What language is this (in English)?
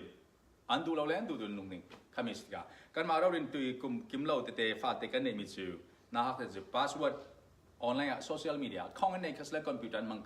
Falam Chin